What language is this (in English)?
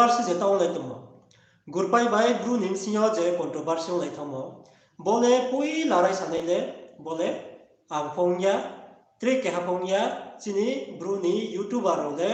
Riang (India)